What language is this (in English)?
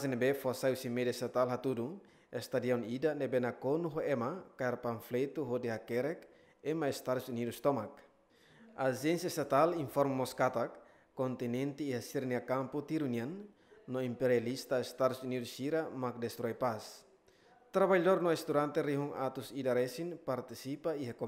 Tetum